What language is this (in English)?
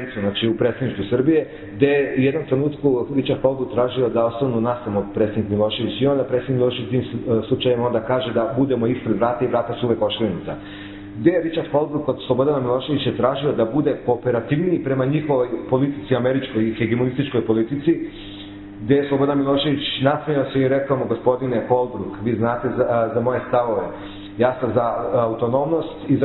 Serbian